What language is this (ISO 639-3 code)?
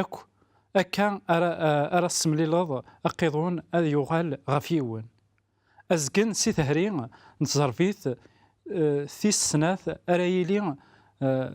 kab